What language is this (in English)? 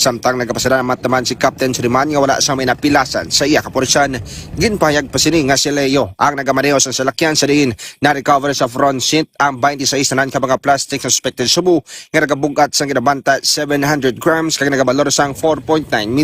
Hiligaynon